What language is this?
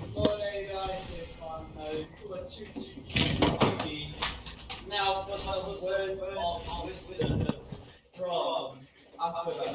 Māori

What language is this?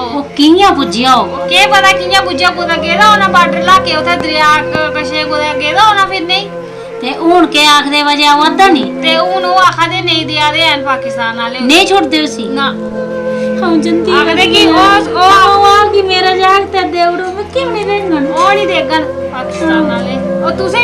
Dogri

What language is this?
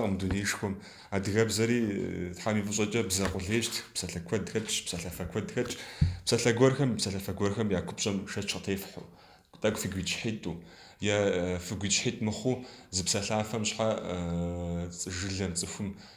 Kabardian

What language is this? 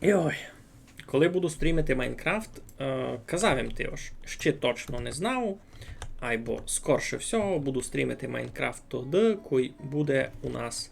Rusyn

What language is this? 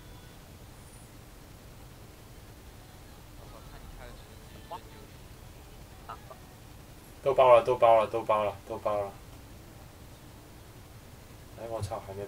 Chinese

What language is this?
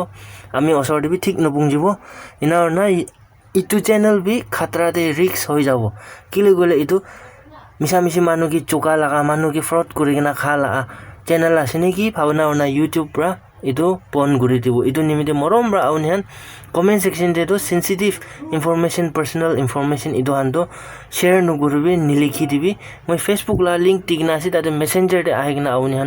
Naga Pidgin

